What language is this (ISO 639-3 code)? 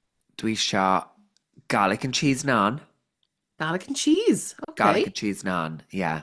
cym